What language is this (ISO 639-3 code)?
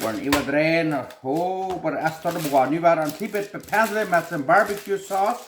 pdt